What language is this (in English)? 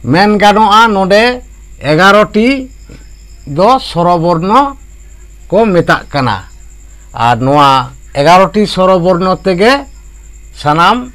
Santali